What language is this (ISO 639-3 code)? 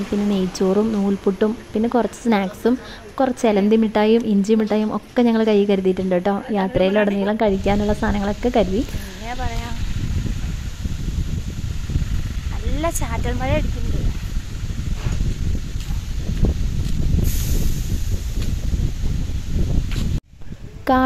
mal